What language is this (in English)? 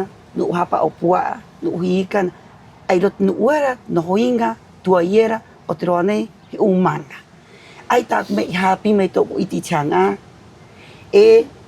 Rapanui